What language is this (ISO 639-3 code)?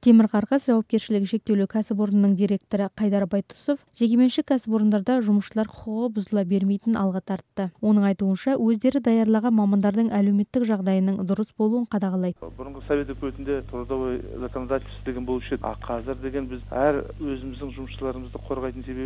kaz